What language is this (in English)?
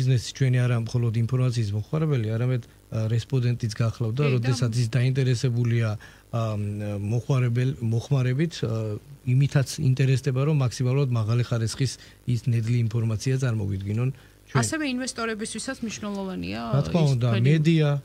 Georgian